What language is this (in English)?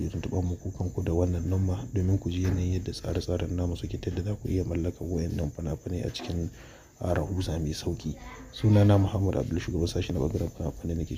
Hausa